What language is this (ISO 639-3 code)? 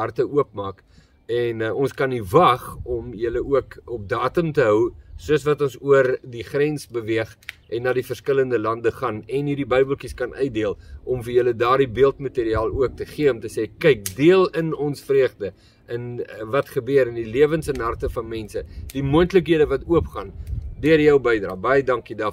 afr